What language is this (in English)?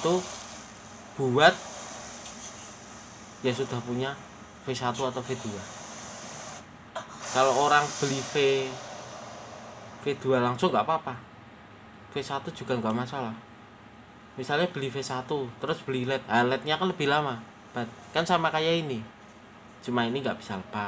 Indonesian